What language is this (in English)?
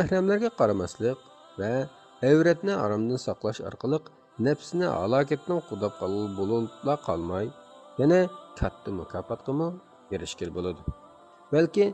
Uyghur